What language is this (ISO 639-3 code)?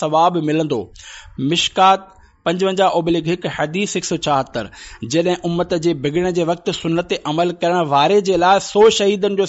snd